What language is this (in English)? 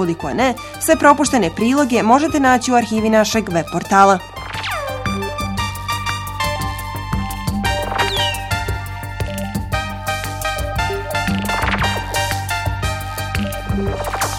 Bosnian